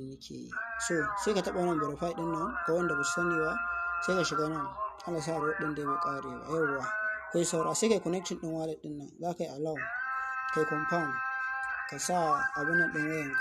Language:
Hausa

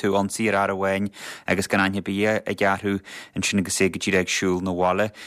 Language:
Irish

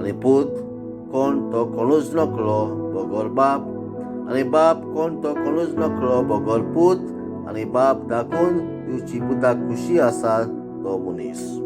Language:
Konkani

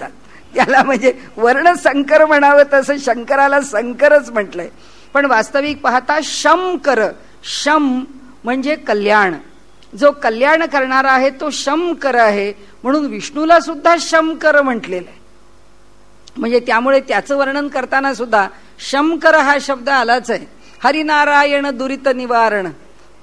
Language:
Marathi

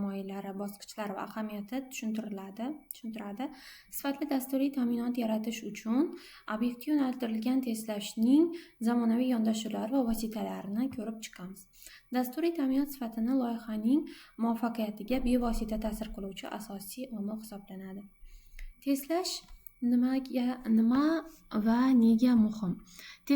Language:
Uzbek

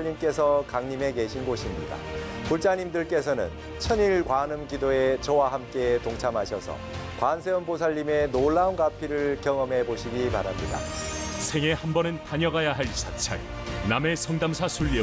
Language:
Korean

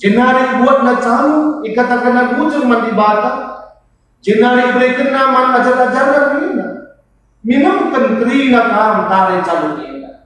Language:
Batak Karo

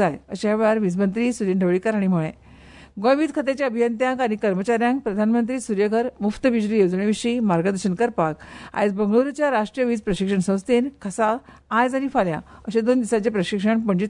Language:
Konkani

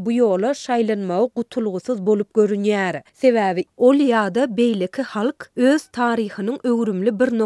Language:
Turkmen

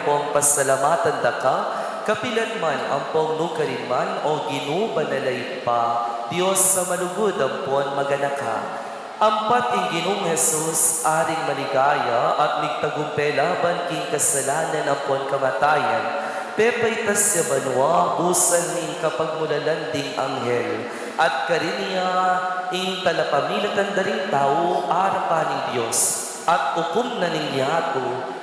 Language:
Pampanga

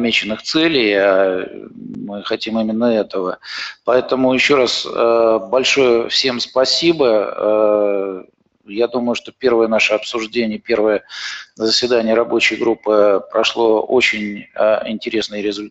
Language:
Russian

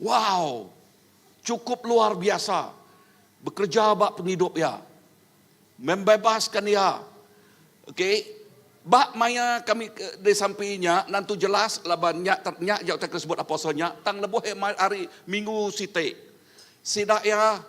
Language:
Iban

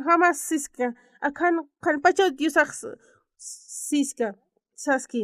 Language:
Aymara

